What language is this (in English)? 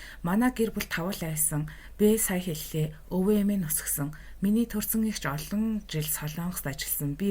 Mongolian